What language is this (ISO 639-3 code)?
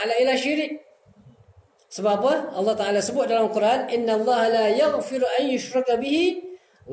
msa